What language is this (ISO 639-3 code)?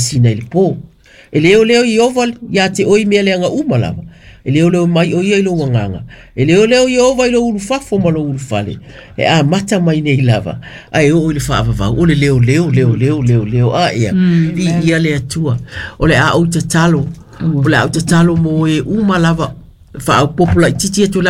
smo